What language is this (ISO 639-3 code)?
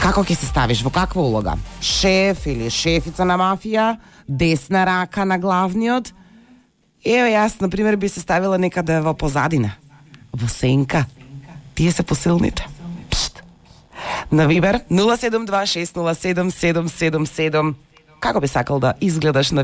mkd